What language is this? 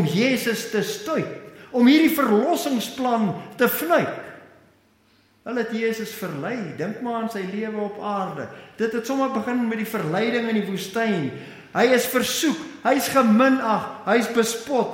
Afrikaans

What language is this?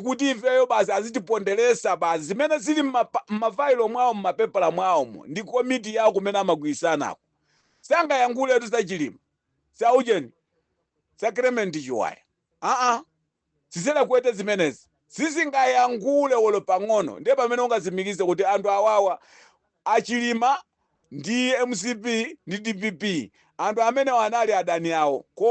Nyanja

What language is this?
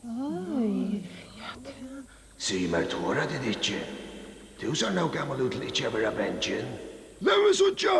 Faroese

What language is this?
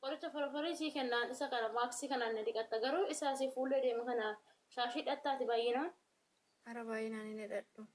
Oromo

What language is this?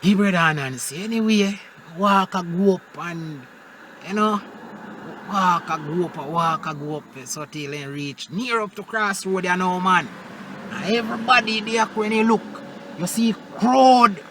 Jamaican Creole English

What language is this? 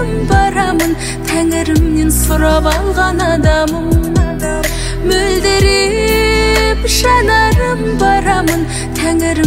Kazakh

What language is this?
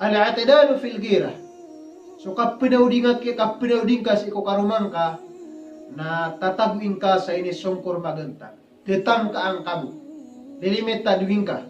Maranao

